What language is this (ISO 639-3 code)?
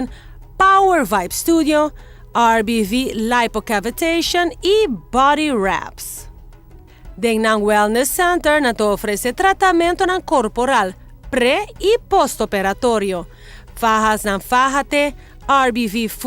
pap